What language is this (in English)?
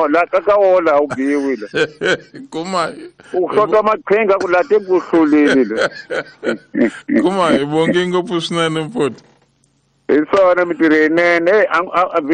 Tsonga